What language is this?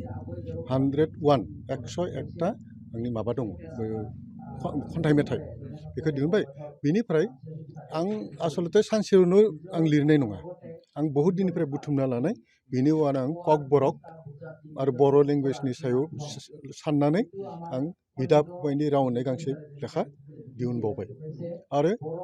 Bodo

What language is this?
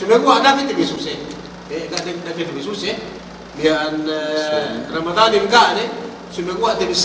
Yakan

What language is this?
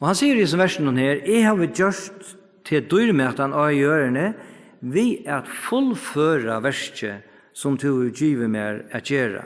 Faroese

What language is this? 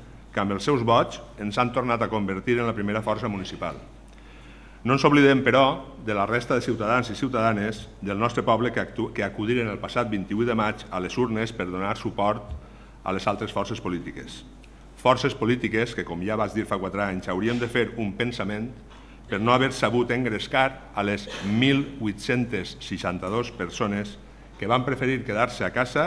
Catalan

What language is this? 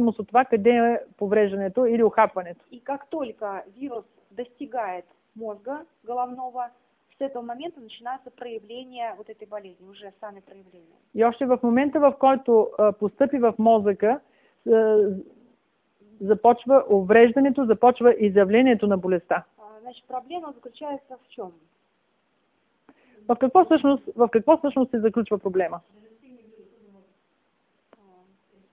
Bulgarian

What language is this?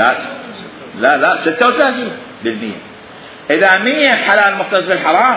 Mesopotamian Arabic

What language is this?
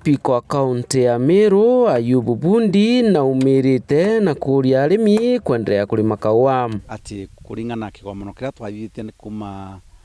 Meru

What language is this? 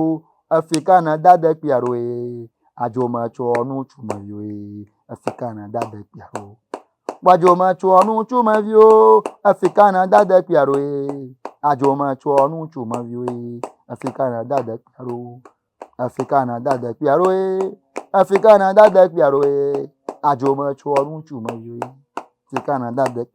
Ewe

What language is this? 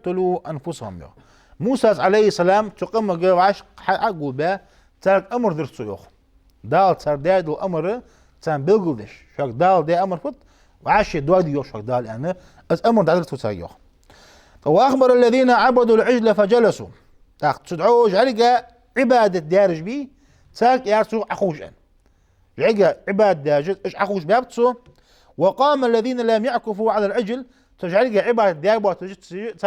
Ingush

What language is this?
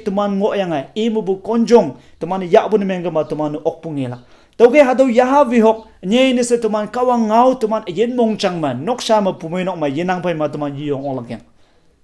Konyak Naga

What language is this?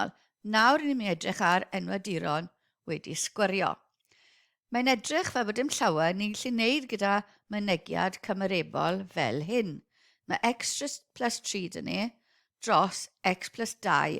Welsh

